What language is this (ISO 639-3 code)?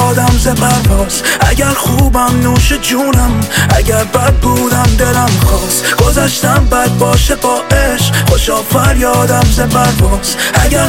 fas